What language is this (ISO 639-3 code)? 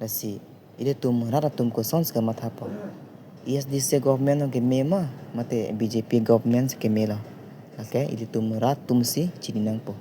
mjw